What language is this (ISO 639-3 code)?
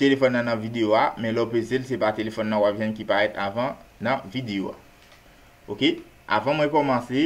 hat